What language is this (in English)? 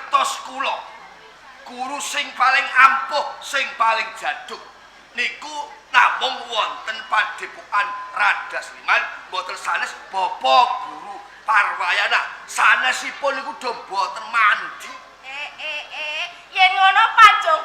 Javanese